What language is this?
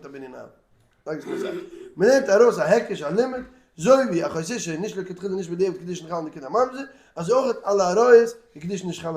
Yiddish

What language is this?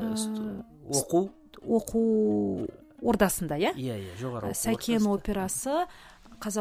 Kazakh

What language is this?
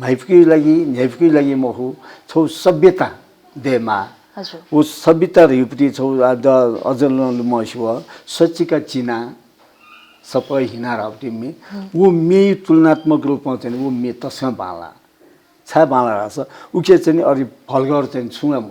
Newari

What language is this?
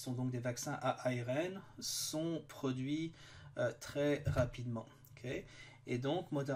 French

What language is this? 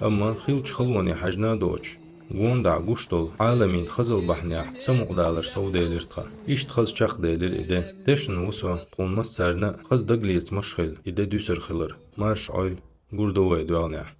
Chechen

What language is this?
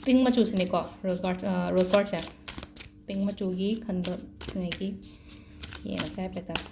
Manipuri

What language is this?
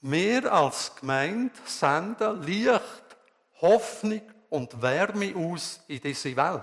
Swiss German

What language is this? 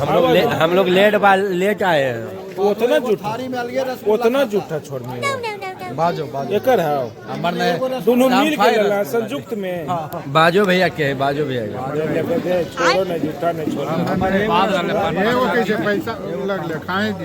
Magahi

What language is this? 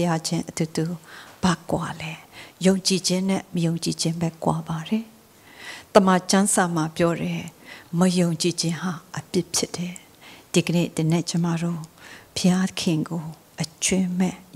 Burmese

